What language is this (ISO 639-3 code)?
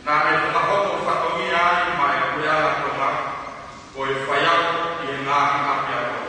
ton